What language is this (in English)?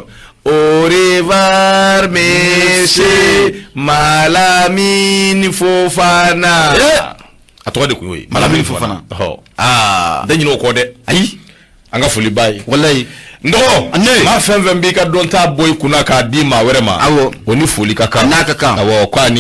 Bambara